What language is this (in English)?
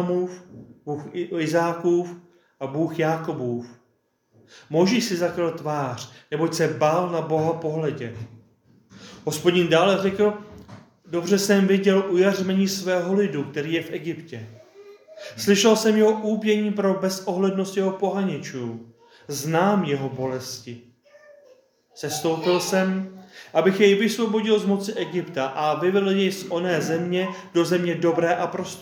Czech